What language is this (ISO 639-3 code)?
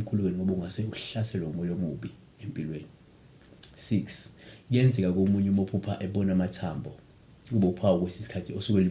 zul